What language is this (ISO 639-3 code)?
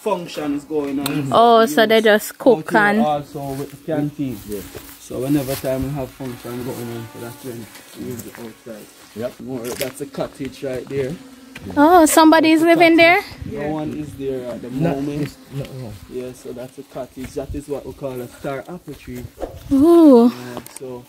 jam